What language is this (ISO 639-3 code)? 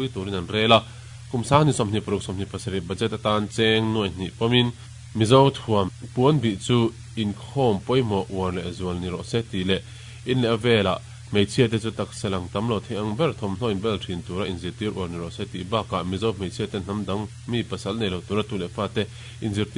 lus